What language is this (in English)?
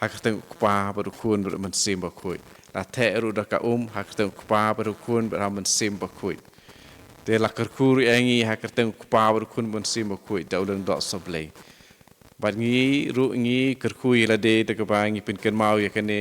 Khasi